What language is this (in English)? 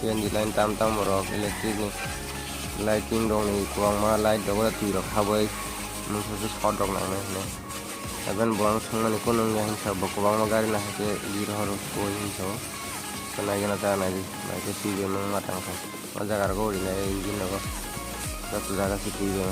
Kok Borok